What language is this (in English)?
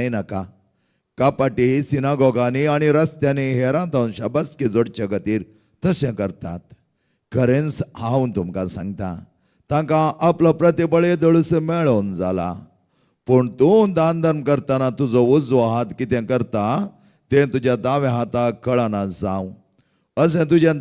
Konkani